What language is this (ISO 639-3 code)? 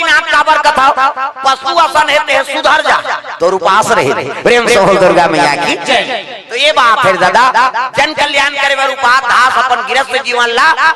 hne